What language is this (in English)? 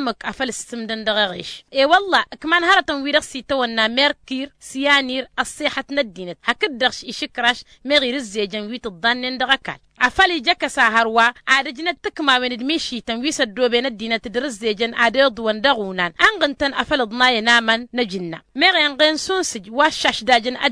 Tamasheq